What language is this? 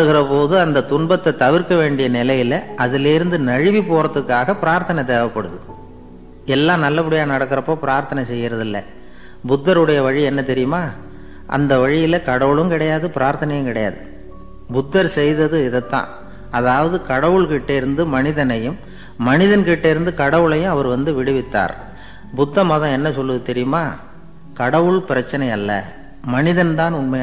Tamil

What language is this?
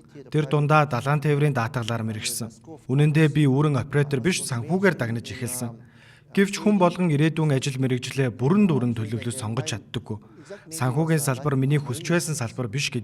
Mongolian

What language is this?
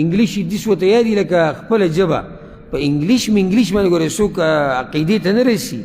Pashto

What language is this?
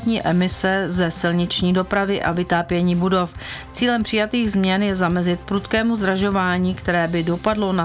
Czech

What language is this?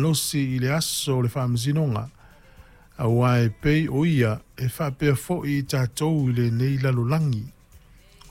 Samoan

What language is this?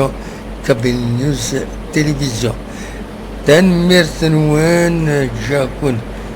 Kabyle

